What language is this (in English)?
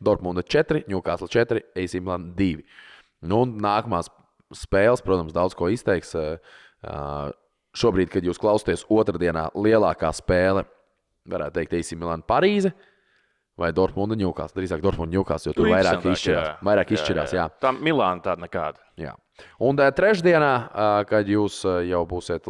Latvian